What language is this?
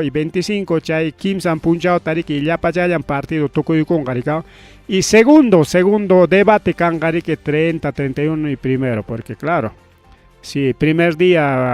Ayacucho Quechua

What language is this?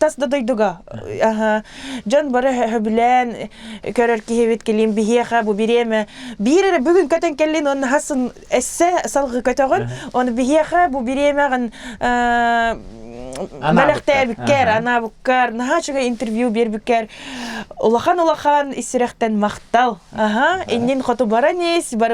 Yakut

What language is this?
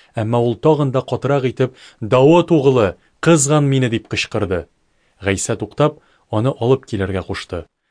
Tatar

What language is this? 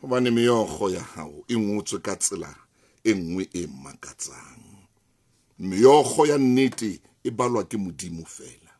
Southern Sotho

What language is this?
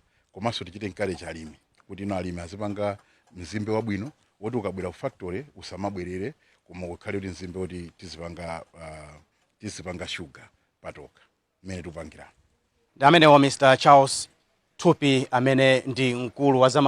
Nyanja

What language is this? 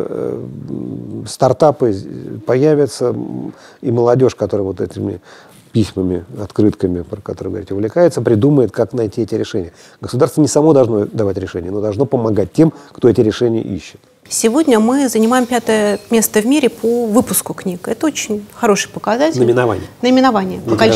Russian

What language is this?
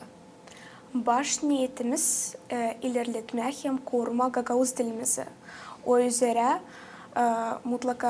Gagauz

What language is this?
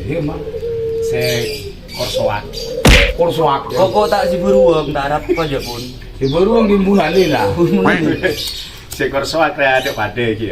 Madurese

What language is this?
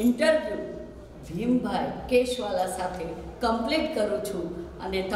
Gujarati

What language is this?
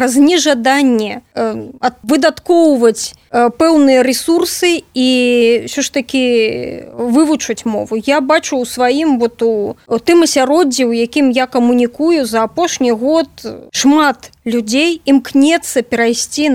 Belarusian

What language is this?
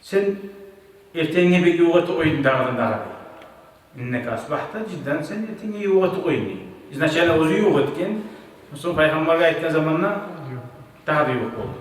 Kumyk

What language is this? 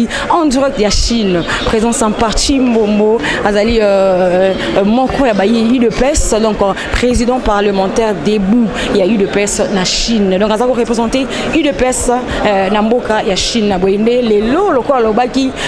Lingala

